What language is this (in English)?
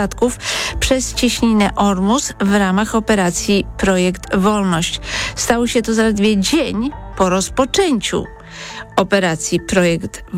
Polish